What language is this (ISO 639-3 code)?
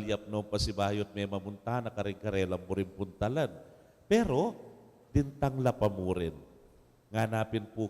pam